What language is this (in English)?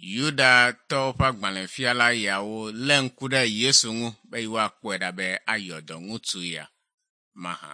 Ewe